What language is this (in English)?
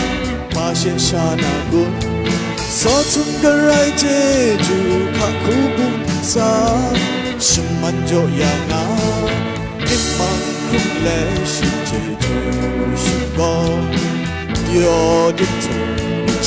Kachin